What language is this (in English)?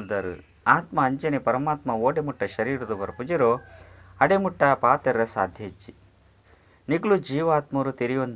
Tulu